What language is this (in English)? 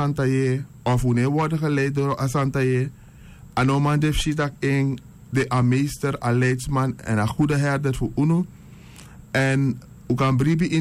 Sranan Tongo